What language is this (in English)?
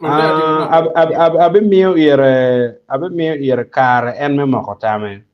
Acoli